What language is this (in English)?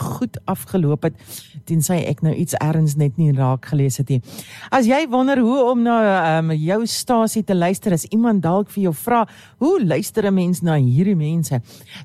Afrikaans